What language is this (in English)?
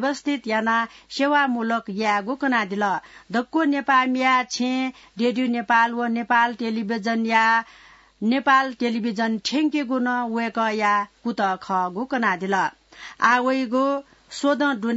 Newari